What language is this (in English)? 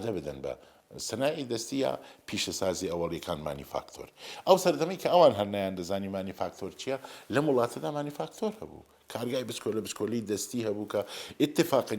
Central Kurdish